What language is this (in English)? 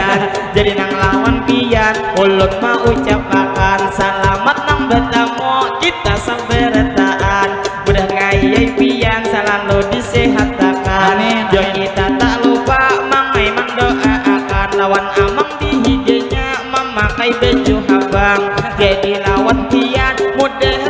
Banjar